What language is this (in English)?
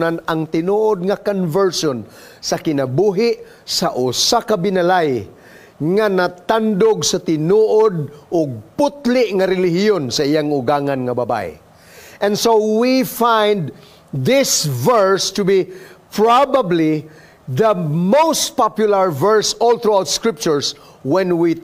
Cebuano